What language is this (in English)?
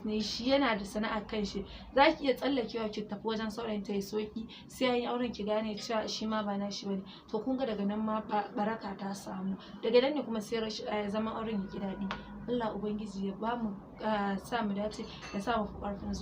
Hausa